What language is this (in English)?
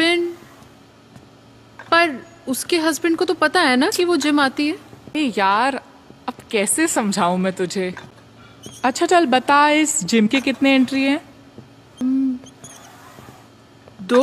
Hindi